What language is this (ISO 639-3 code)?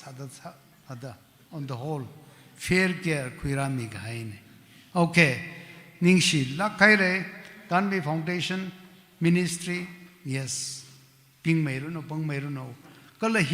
nmf